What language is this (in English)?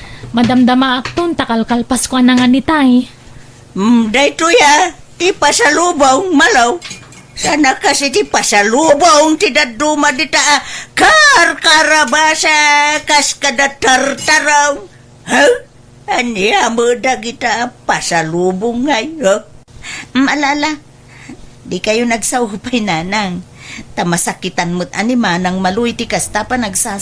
Iloko